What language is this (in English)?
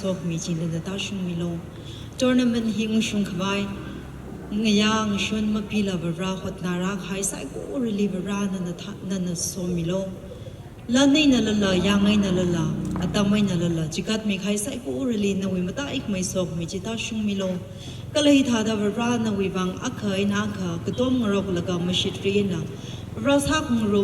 Tangkhul Naga (India)